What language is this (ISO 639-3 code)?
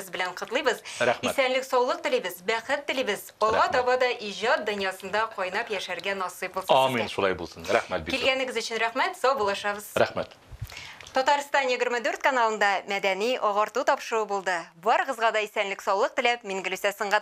tat